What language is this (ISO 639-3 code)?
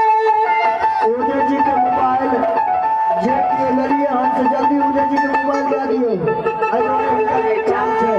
mai